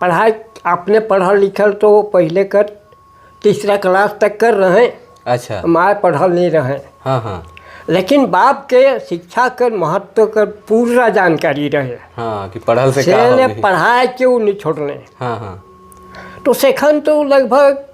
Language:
Sadri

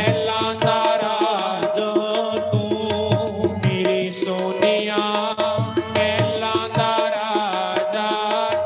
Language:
Dogri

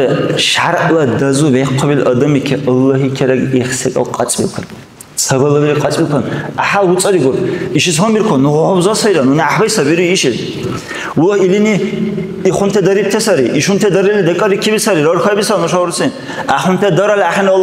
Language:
Dargwa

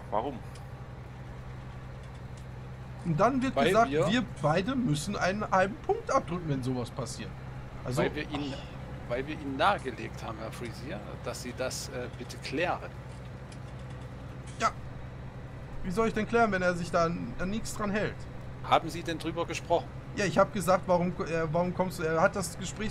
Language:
German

